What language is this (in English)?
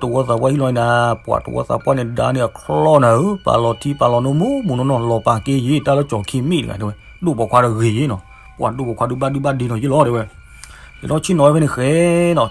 S'gaw Karen